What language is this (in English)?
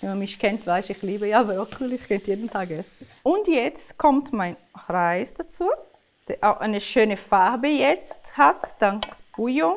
Swiss German